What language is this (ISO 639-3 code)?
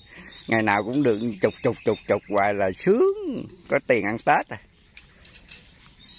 vie